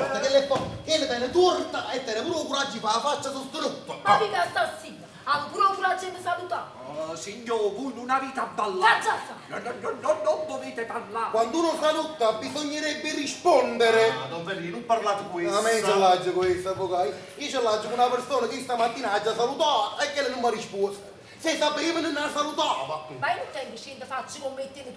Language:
Neapolitan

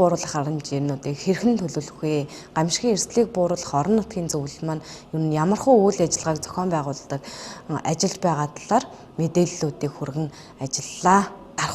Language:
Mongolian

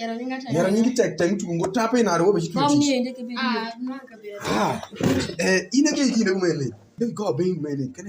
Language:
Alur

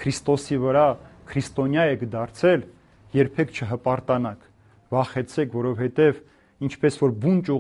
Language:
Armenian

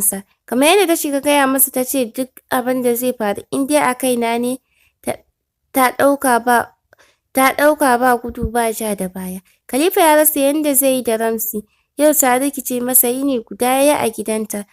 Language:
Hausa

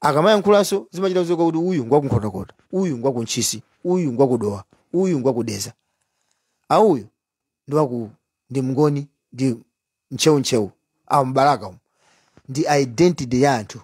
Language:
Nyanja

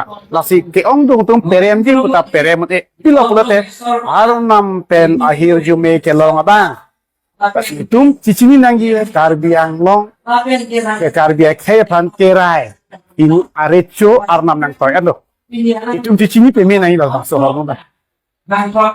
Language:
Karbi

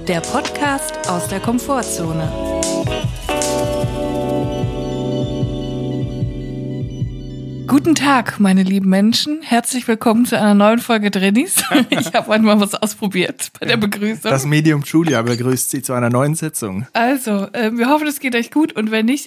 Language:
German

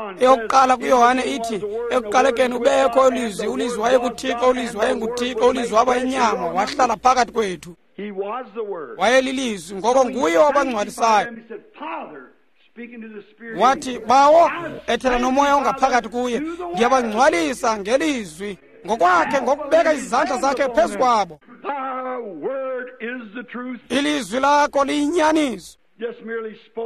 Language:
Xhosa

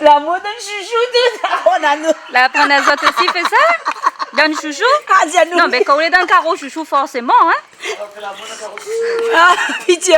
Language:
Réunion Creole French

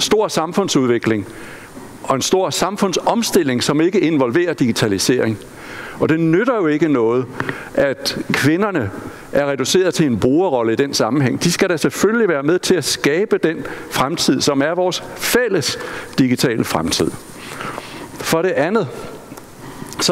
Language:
Danish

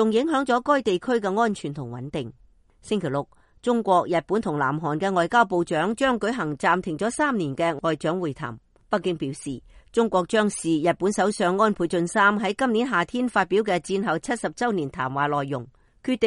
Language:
Cantonese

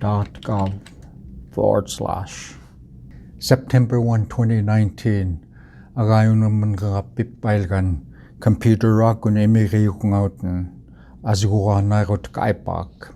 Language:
Central Yupik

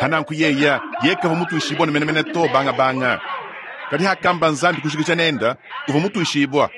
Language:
Luba-Lulua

